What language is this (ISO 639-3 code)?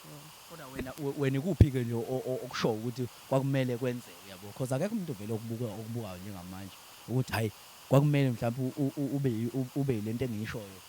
zul